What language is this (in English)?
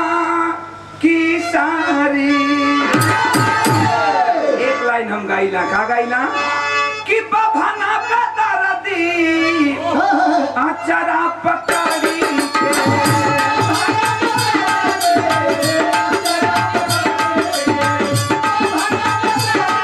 Bhojpuri